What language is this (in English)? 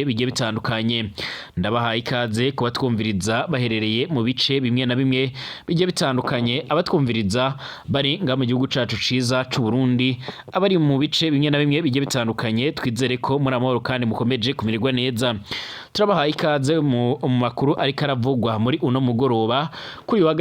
Rundi